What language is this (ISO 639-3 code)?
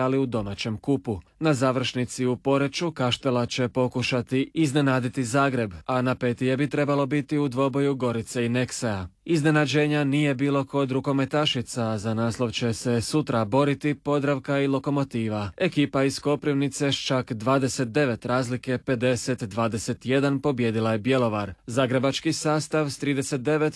hrv